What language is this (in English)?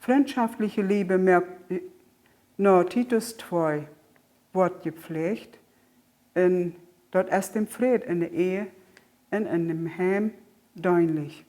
Plautdietsch